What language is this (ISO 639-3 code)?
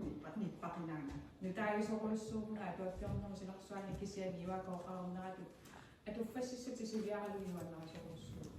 kal